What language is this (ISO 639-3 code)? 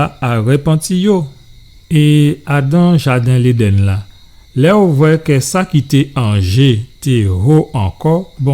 gcf